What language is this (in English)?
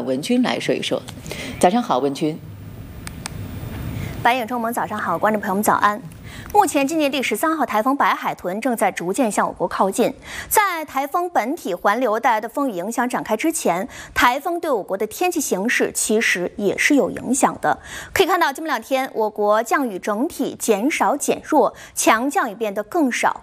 Chinese